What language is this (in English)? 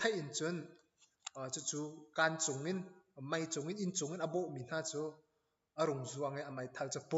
Hakha Chin